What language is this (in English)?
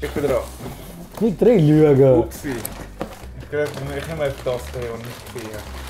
Swiss German